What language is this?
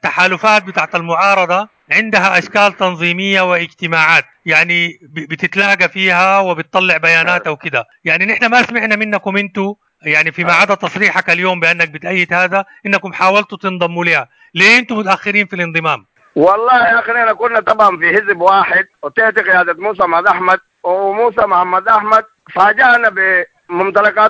Sudanese Arabic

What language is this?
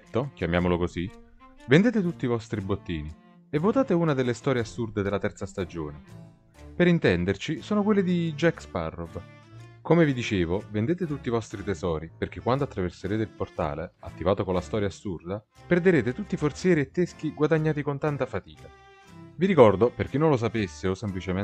Italian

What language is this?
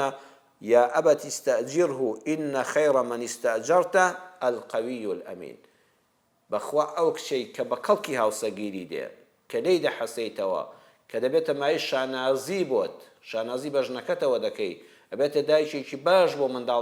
Central Kurdish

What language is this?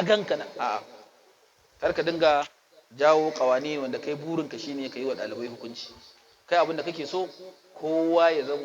Hausa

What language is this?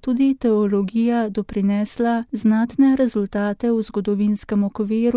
Slovenian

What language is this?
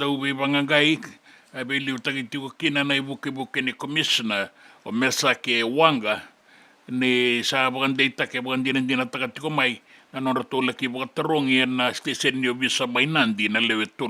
Fijian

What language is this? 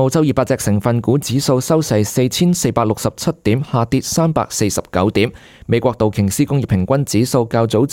Cantonese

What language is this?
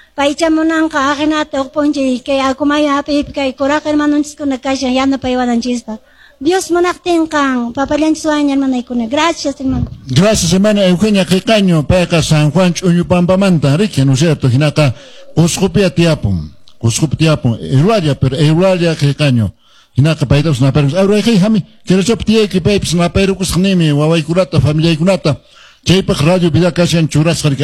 Quechua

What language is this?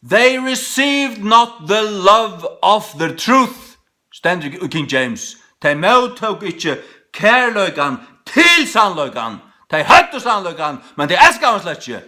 Faroese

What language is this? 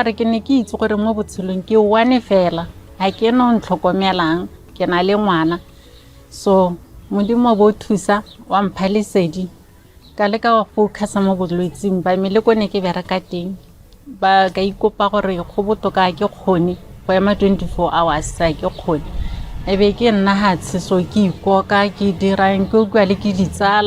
Tswana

